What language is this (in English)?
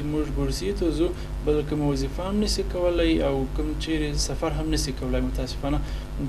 Pashto